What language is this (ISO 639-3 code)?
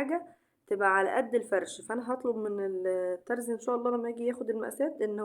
arz